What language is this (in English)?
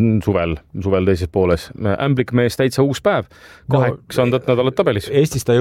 Estonian